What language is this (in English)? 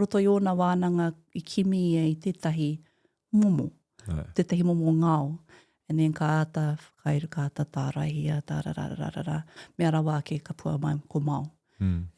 Māori